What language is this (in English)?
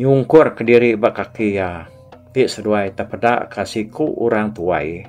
Iban